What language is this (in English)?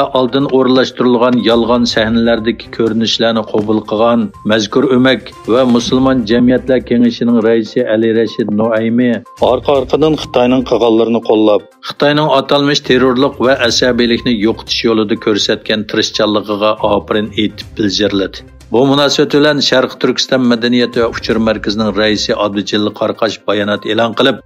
Uyghur